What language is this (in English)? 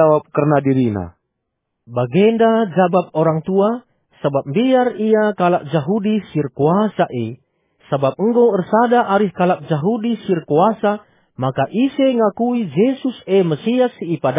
Batak Karo